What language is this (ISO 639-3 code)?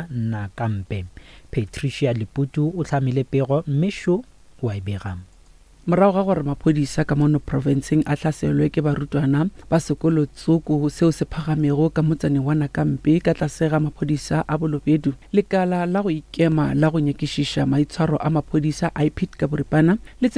nso